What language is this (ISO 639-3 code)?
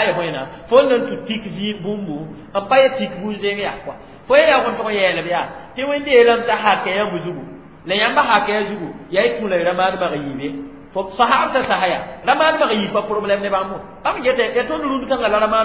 mos